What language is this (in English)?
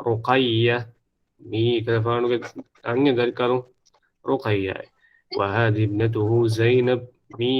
Divehi